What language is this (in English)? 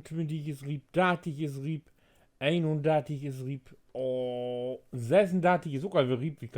Low German